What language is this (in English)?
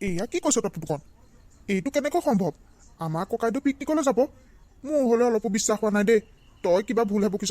Assamese